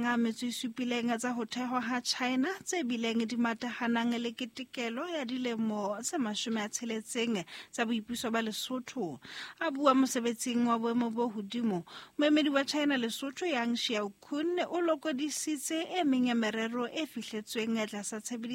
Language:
Southern Sotho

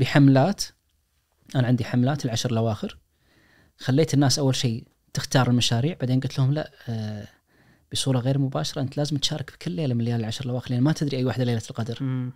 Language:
Najdi Arabic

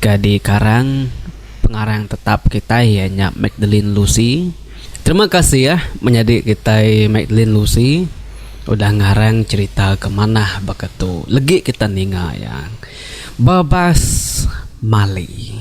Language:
Iban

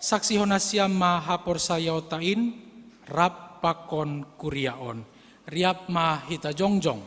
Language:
Batak Simalungun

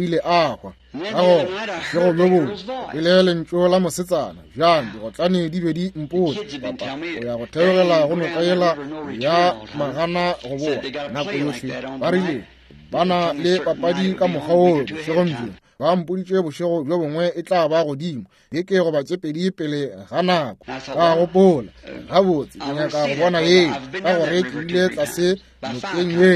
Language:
Northern Sotho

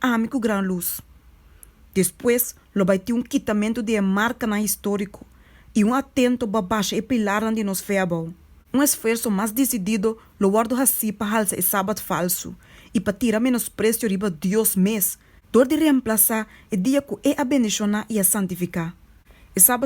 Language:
Papiamento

